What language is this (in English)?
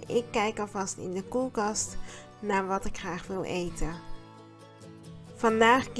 Dutch